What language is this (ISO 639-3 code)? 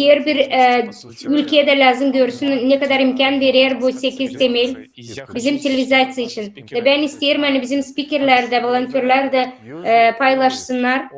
gag